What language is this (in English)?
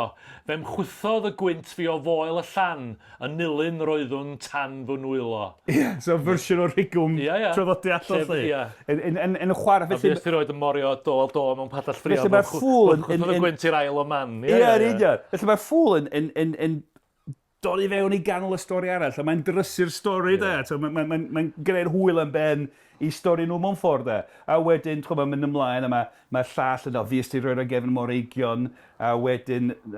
Welsh